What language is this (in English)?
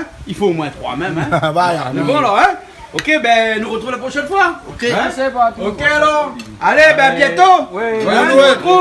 Réunion Creole French